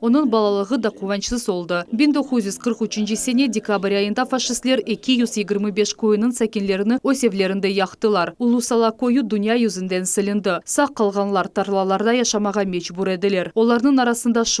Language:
Crimean Tatar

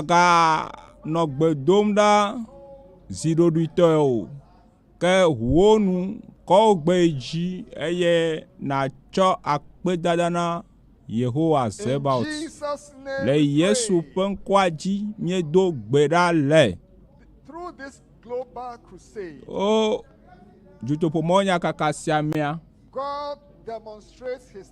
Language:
Ewe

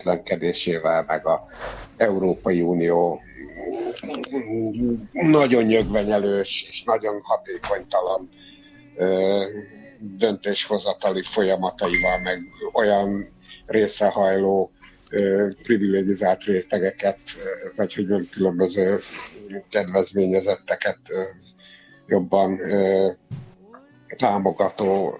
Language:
Hungarian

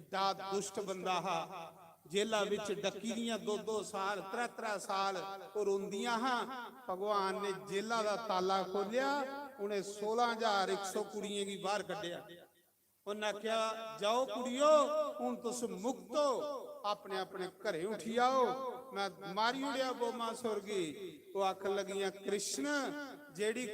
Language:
Dogri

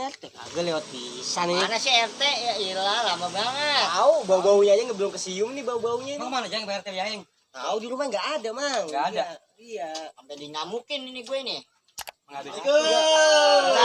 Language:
Betawi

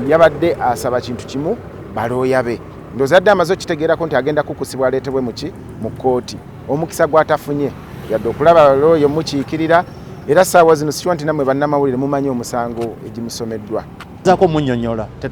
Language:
Ganda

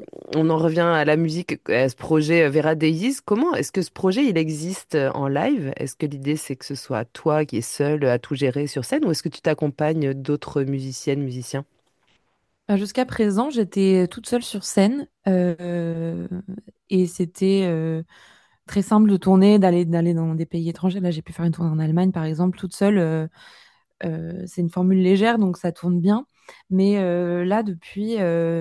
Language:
French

